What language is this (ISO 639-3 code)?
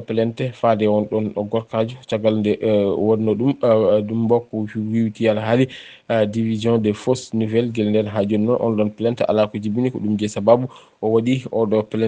ful